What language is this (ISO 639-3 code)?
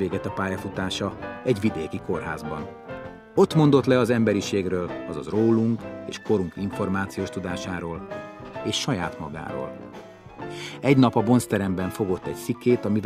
hun